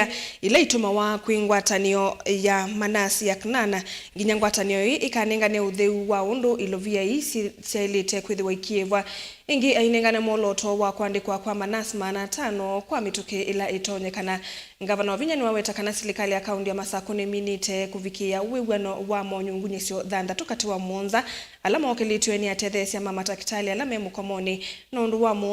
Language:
Kamba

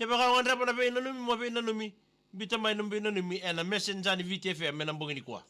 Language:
Fijian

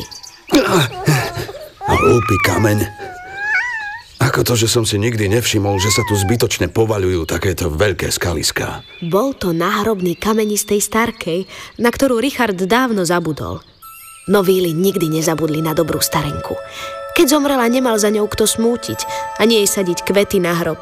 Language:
Slovak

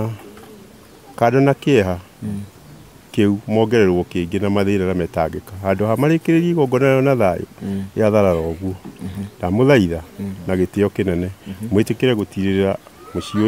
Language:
Kikuyu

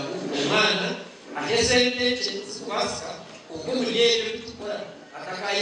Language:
Nyankole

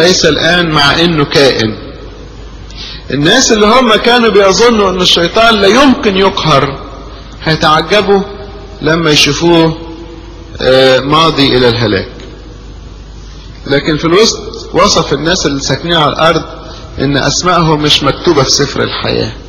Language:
Egyptian Arabic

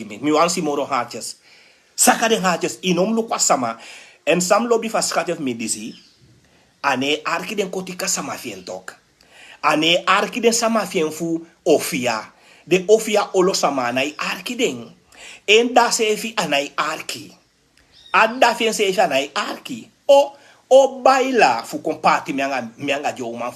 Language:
Sranan Tongo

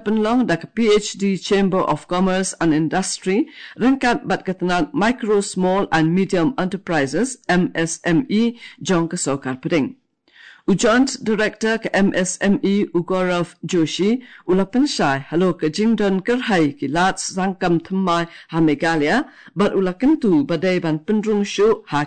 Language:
Khasi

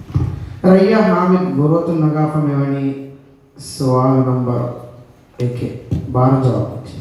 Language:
Divehi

